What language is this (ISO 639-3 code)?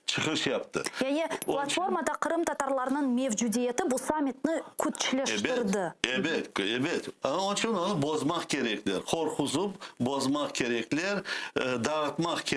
crh